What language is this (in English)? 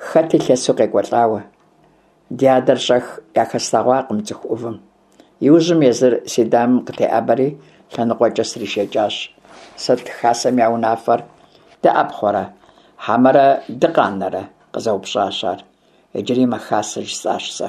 Kabardian